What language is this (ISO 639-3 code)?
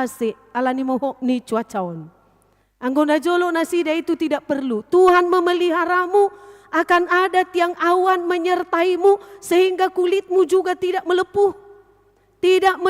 bbc